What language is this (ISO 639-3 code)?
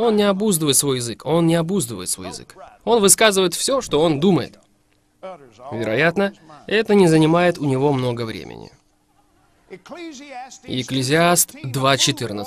rus